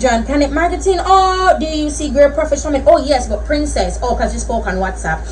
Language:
Jamaican Creole English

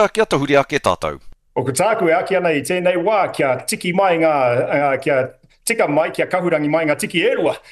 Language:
Māori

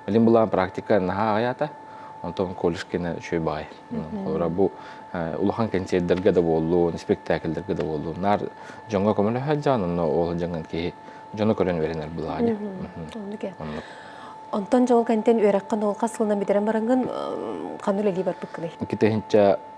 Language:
Yakut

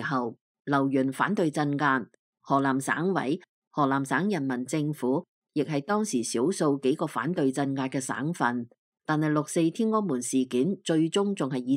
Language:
Cantonese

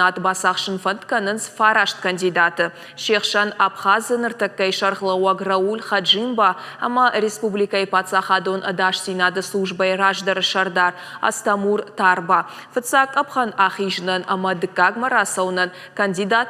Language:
Ossetic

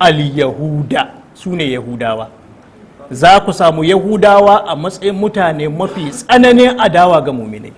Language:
Hausa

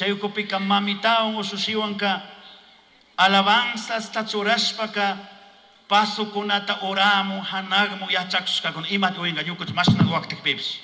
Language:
Chimborazo Highland Quichua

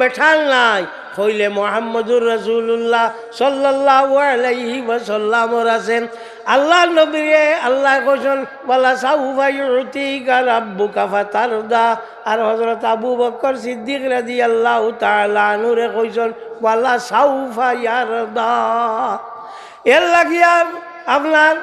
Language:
Sylheti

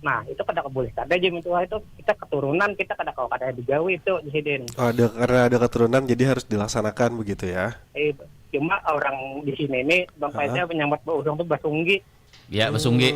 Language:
Banjar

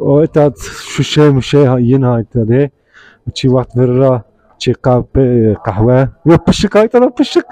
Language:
Zaza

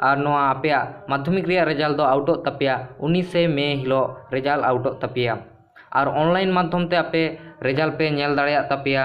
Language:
Santali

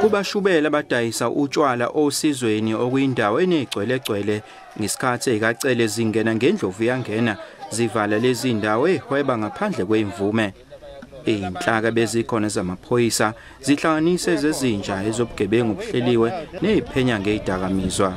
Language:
Zulu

